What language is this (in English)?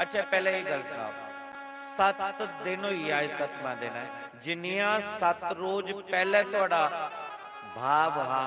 Dogri